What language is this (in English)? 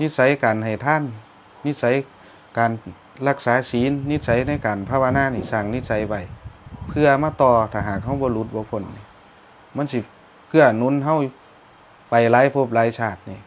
Northeastern Thai